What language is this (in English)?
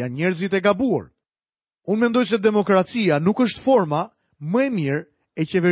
Albanian